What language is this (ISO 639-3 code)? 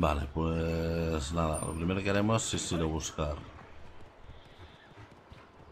spa